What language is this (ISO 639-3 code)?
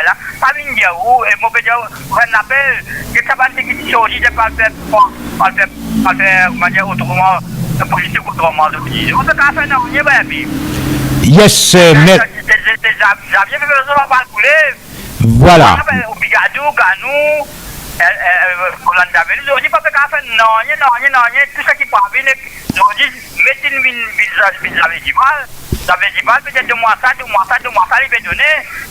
mfe